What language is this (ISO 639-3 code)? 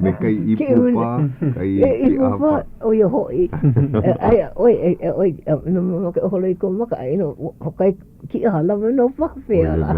haw